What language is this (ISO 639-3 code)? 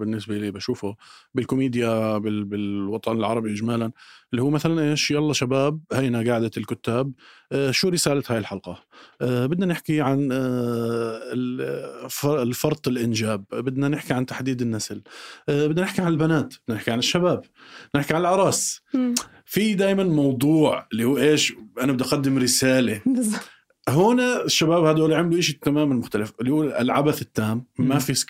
apc